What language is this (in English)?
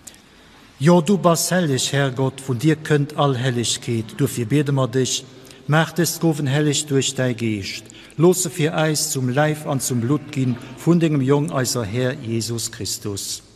Luxembourgish